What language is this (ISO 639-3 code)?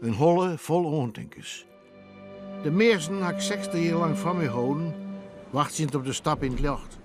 fry